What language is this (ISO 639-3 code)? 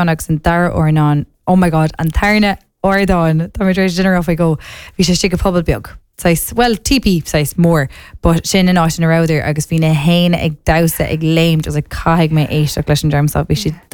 gle